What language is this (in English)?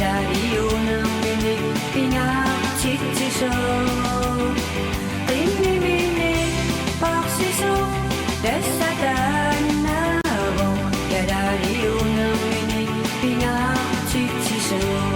Kalaallisut